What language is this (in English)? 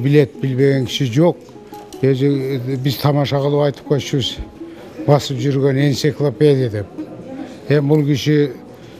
Kyrgyz